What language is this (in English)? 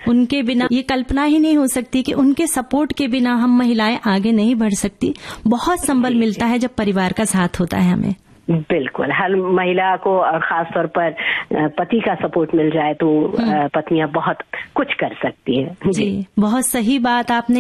Hindi